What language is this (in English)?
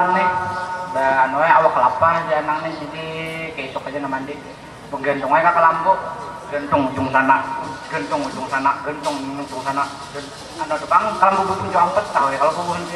Banjar